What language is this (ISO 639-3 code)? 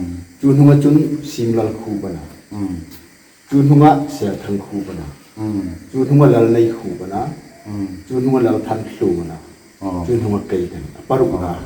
hmr